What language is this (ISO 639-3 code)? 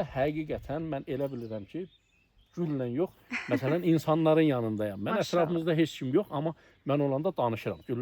aze